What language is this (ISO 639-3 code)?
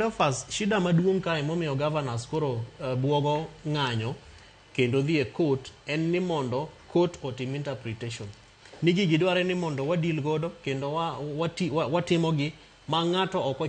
luo